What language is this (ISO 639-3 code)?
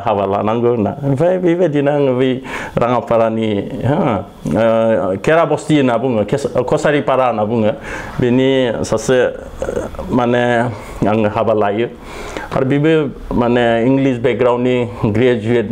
brx